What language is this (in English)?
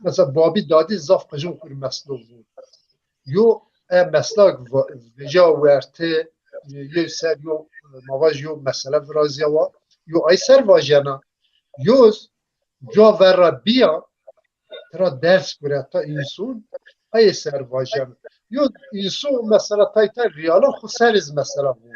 Zaza